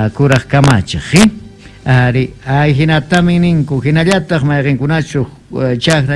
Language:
South Bolivian Quechua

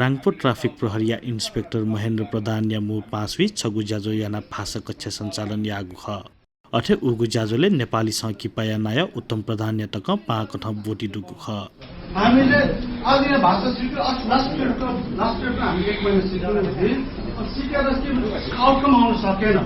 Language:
Newari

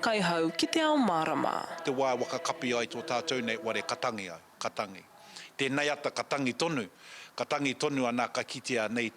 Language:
Māori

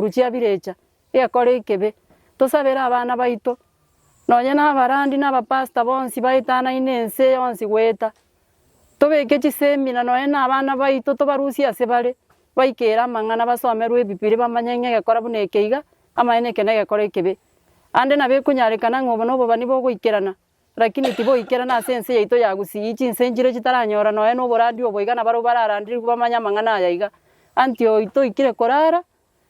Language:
Gusii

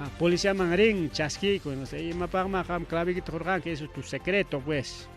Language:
Ayacucho Quechua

